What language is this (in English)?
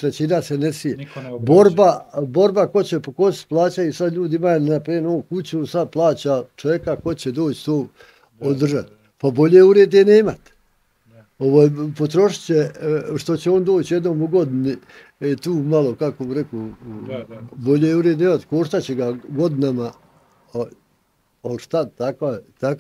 Bosnian